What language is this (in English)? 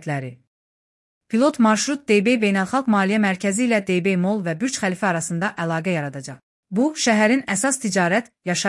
Azerbaijani